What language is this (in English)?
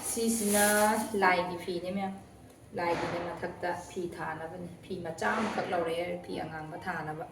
Manipuri